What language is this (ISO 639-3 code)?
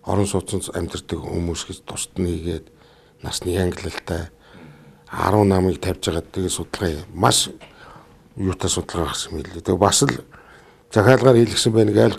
mon